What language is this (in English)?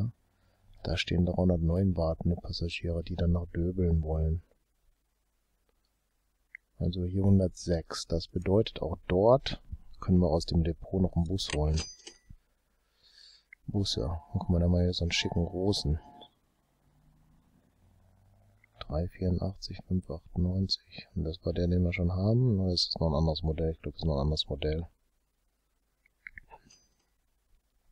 German